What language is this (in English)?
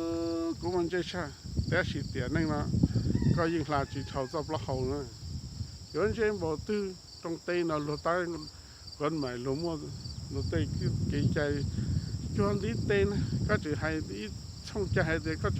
Hmong